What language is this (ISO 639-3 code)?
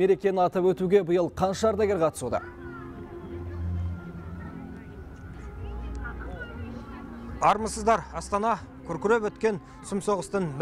kaz